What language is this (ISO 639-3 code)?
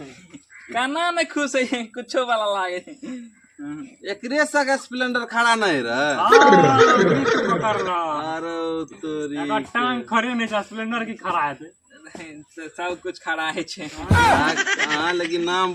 mai